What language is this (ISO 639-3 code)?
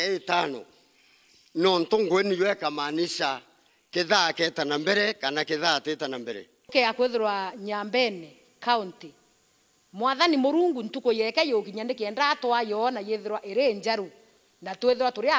mer